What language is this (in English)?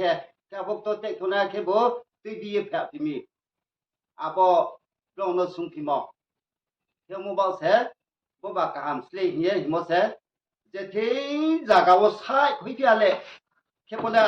Riang (India)